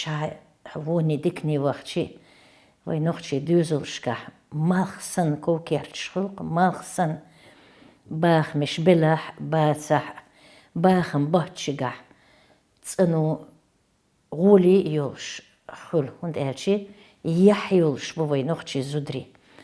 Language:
Chechen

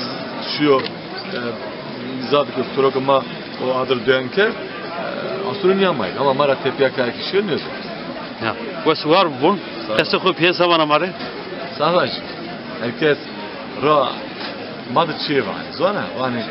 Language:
Zaza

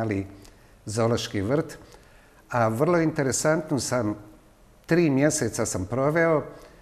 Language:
Bosnian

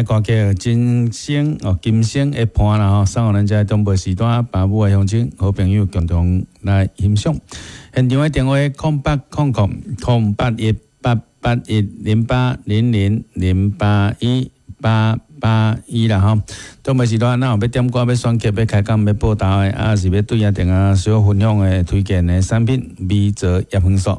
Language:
Min Nan Chinese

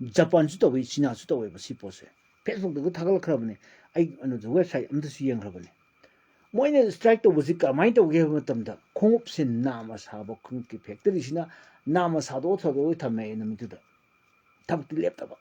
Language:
Manipuri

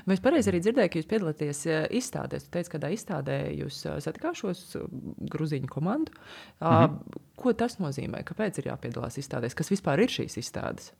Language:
Latvian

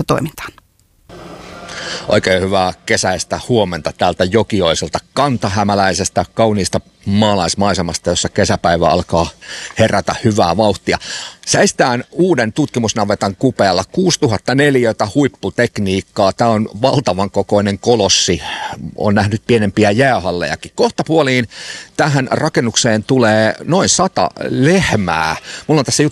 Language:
Finnish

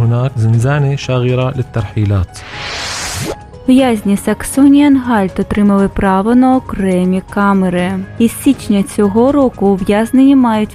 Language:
Ukrainian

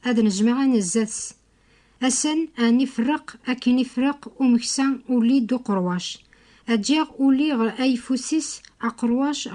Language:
Kabyle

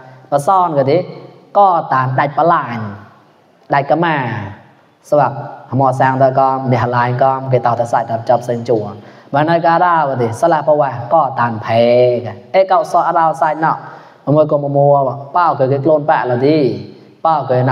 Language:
Mon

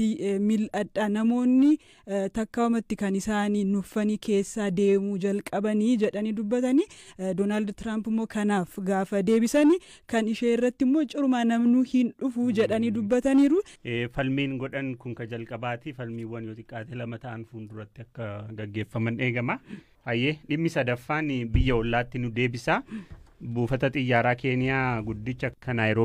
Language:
Oromo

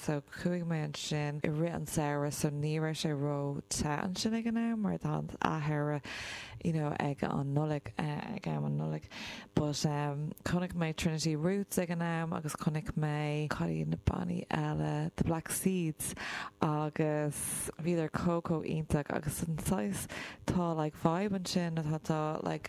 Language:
Irish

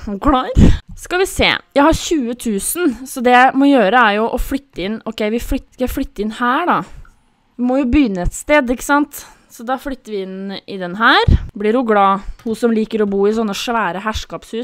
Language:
Norwegian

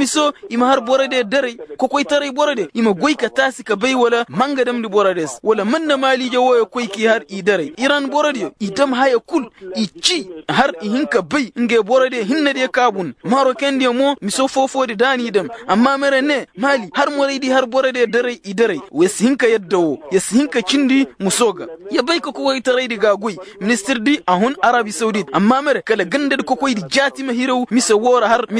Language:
Koyraboro Senni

